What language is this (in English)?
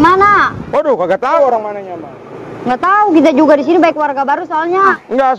Betawi